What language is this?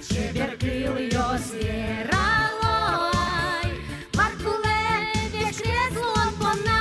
Udmurt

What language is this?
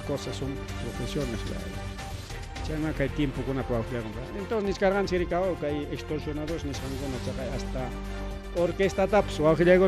Ayacucho Quechua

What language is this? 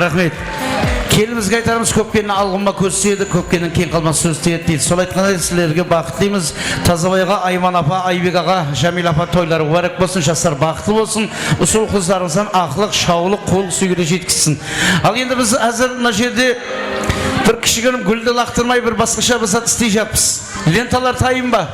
Kara-Kalpak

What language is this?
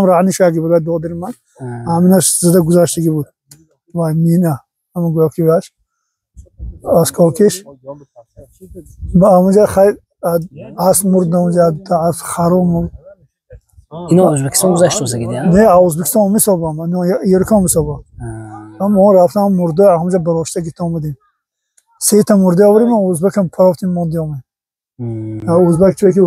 Tajik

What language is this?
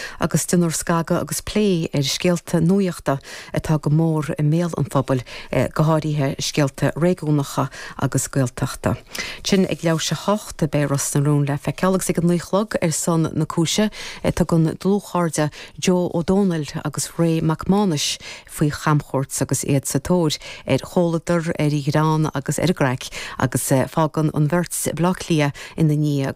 Irish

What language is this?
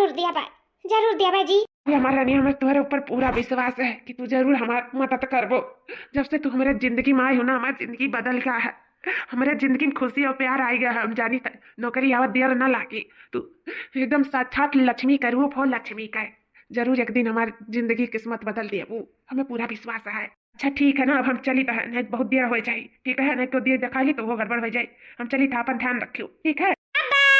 Awadhi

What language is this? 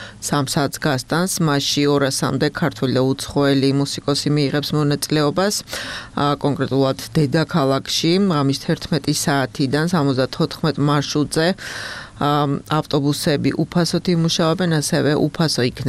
Georgian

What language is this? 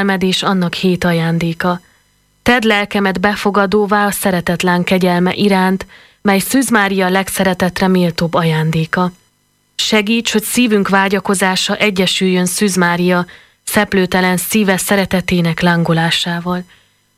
Hungarian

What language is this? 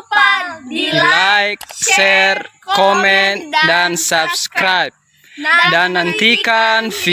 Nias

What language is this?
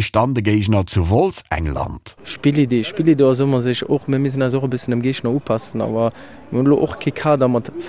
Luxembourgish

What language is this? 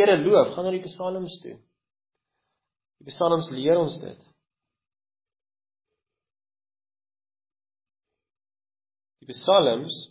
Afrikaans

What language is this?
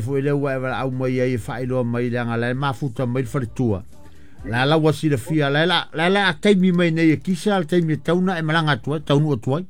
Samoan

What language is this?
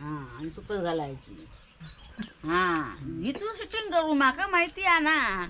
Konkani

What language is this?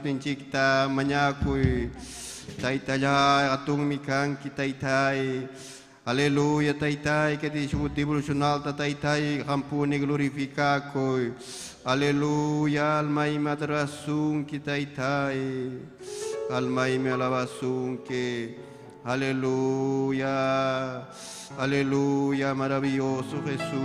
Ayacucho Quechua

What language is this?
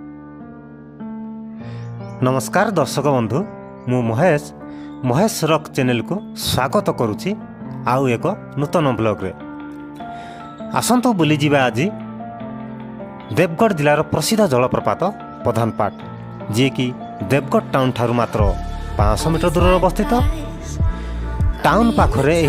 Odia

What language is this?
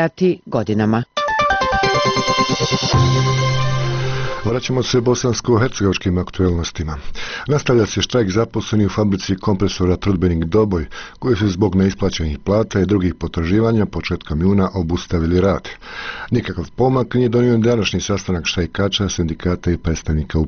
Bosnian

